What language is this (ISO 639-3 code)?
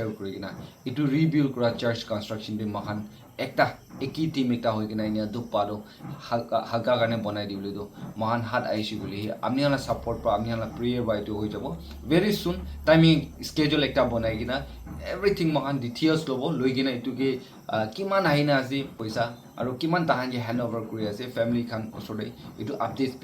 nag